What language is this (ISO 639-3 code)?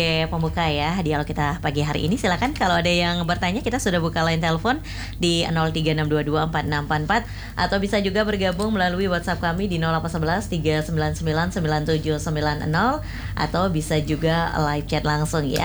ind